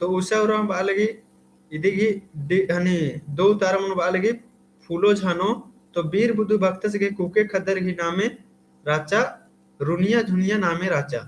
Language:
Kurukh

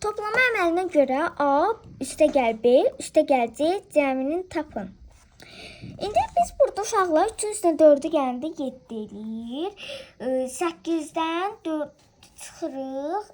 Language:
Azerbaijani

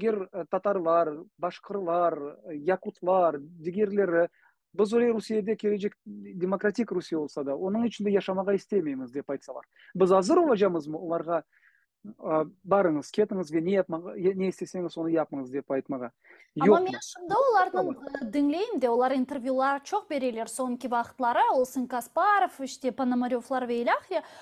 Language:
Crimean Tatar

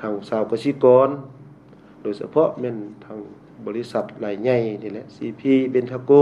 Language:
Lao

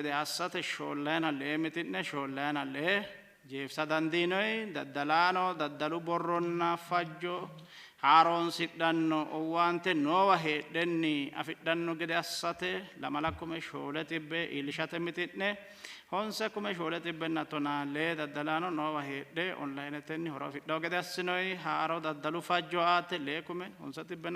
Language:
Sidamo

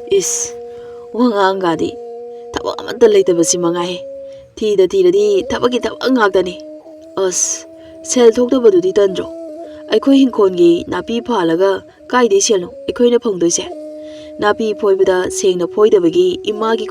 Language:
Manipuri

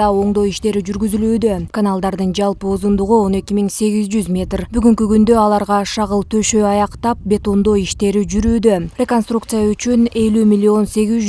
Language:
Kyrgyz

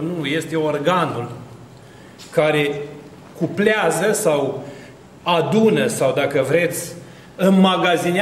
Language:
Romanian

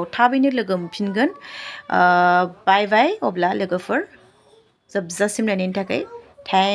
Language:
Bodo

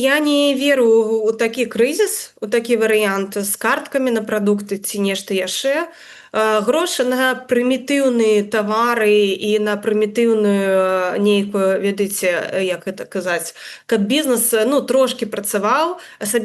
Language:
Belarusian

